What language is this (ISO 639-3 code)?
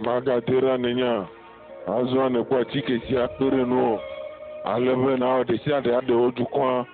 ewe